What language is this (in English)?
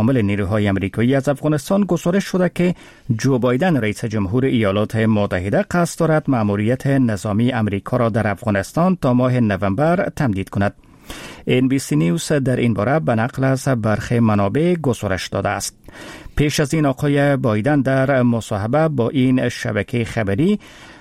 Persian